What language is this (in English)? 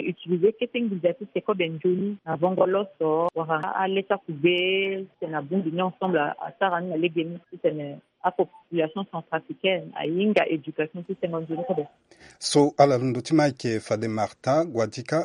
Sango